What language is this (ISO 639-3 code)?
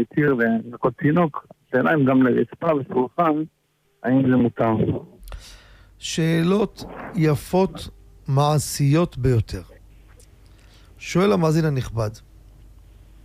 heb